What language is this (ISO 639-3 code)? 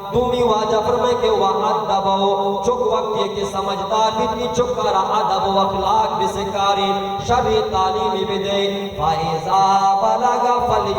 bal